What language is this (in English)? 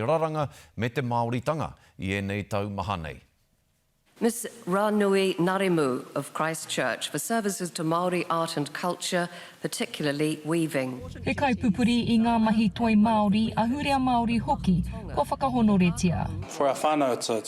Māori